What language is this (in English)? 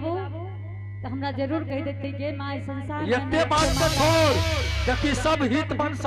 Angika